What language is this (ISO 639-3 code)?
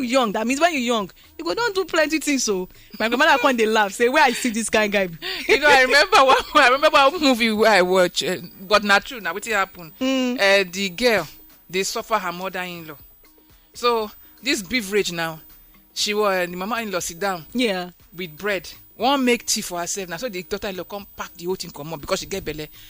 pcm